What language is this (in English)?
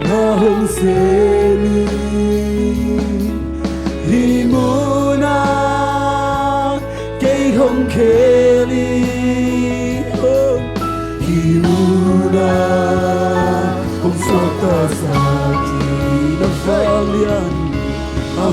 Tedim Chin